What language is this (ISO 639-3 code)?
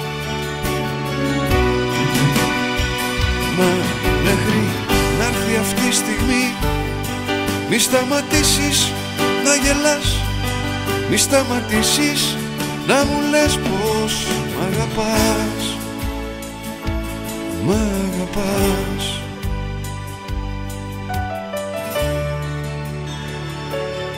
ell